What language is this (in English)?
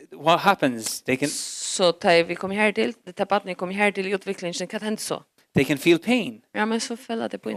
Faroese